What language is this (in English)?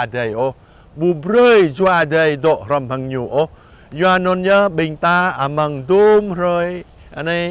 Jarai